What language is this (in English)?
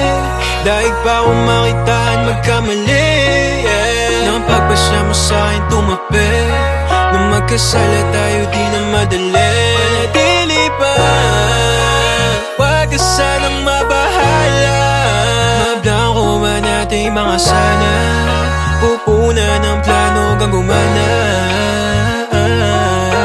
Filipino